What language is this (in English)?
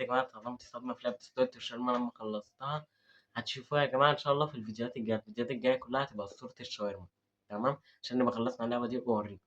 Egyptian Arabic